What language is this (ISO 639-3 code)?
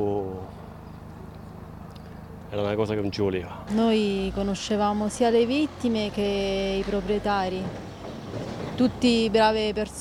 ita